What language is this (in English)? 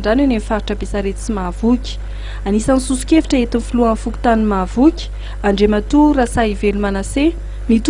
Malagasy